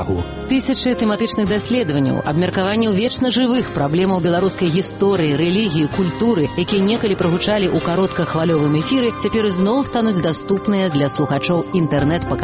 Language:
Belarusian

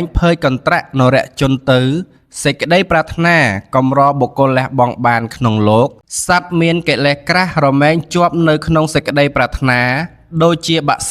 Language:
Khmer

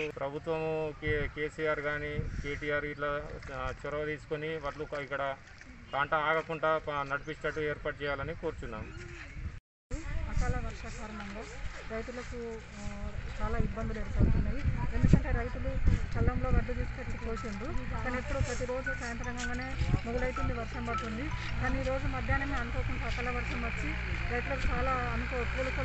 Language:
Telugu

